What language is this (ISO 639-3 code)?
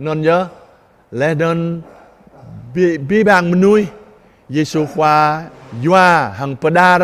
jra